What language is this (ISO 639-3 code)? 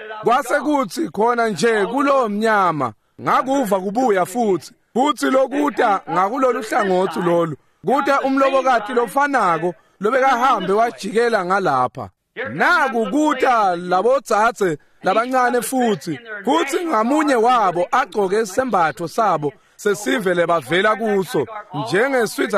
ssw